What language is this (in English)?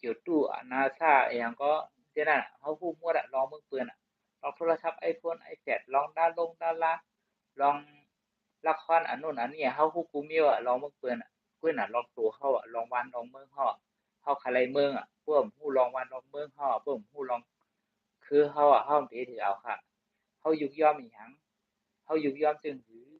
Shan